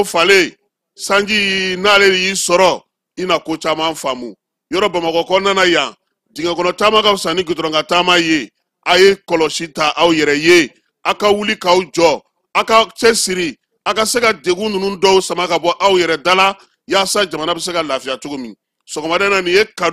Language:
Bambara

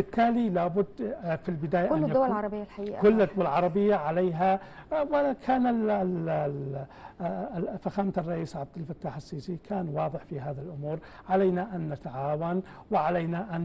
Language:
Egyptian Arabic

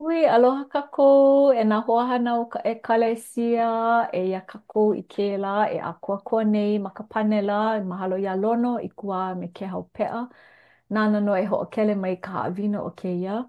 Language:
Hawaiian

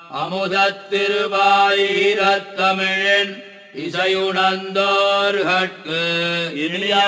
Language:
Tamil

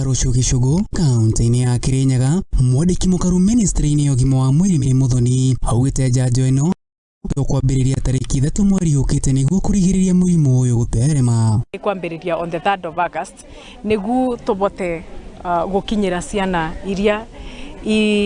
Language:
Kikuyu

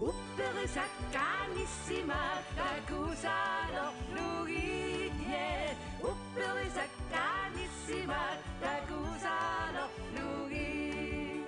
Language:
Kalaallisut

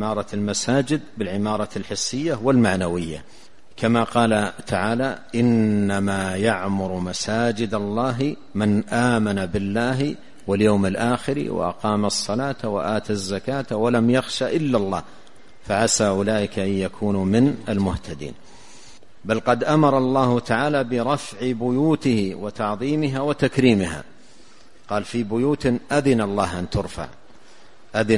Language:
Arabic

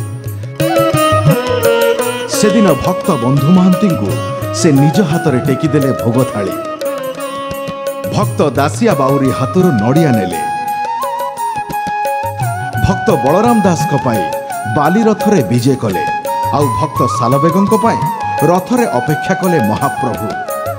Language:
Odia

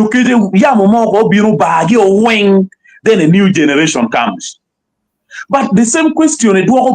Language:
Acoli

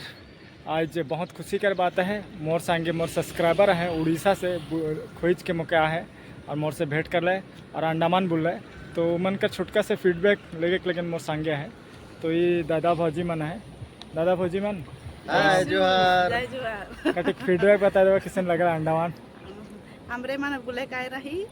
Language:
Sadri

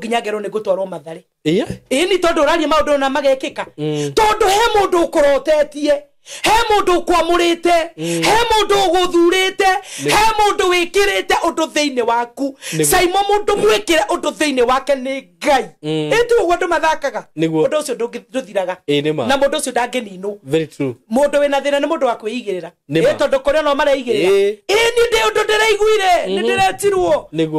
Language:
Kikuyu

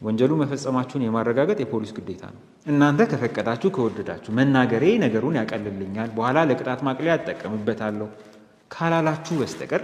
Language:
Amharic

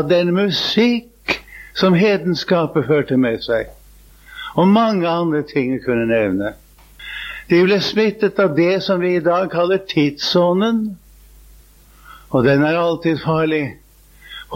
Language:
Norwegian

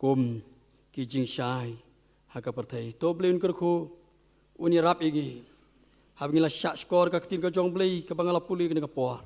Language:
Khasi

